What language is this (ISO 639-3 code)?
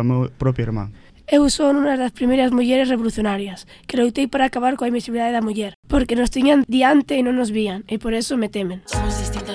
glg